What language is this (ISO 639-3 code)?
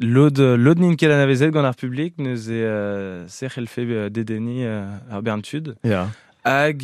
bre